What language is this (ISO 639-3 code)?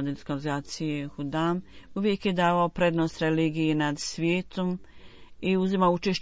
bos